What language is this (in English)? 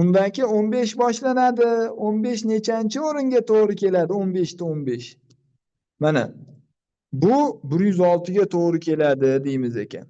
Uzbek